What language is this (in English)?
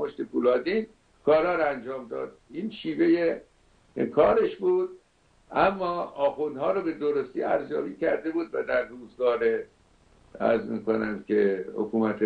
Persian